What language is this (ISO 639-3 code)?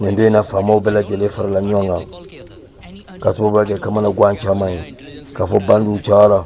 bam